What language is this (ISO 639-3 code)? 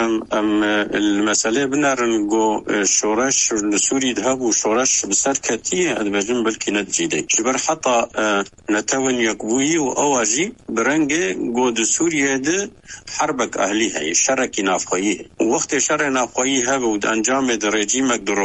kur